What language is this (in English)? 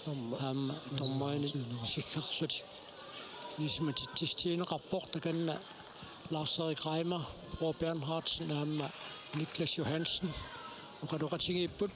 Kalaallisut